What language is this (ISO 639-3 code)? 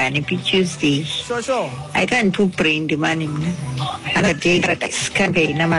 xho